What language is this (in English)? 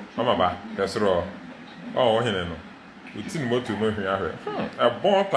Akan